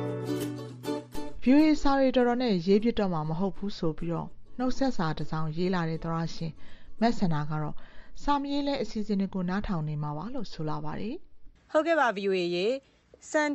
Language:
Burmese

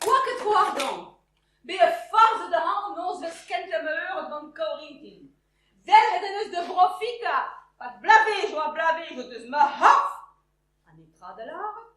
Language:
Breton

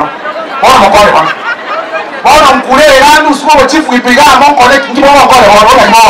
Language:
Gusii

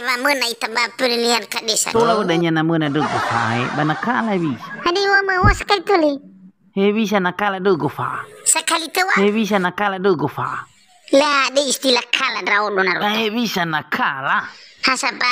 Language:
Nias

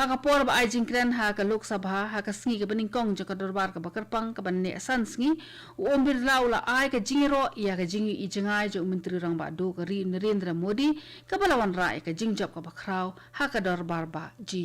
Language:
Khasi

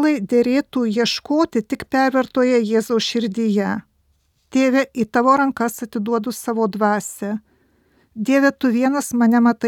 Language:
Lithuanian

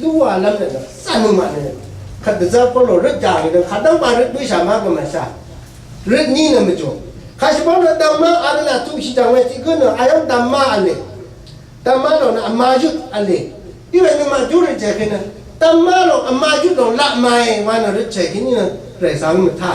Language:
Rawang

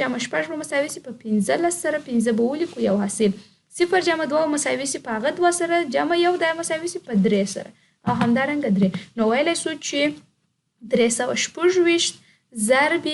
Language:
Pashto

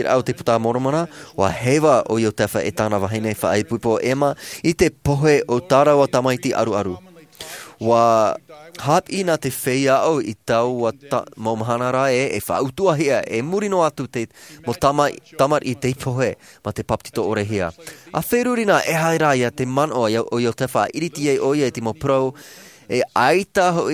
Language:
Tahitian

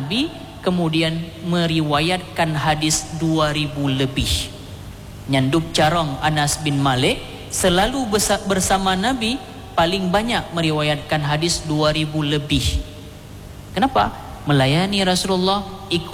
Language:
Indonesian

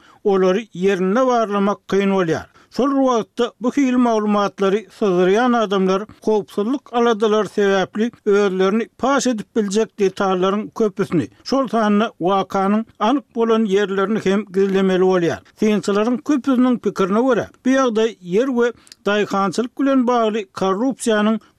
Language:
Turkmen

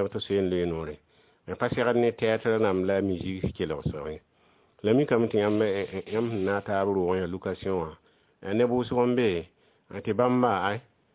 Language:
Mossi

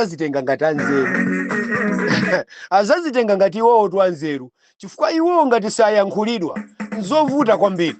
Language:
Nyanja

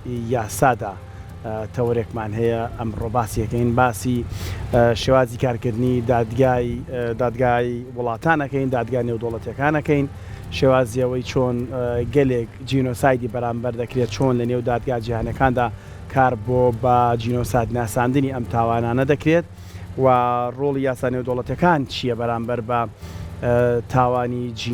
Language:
Central Kurdish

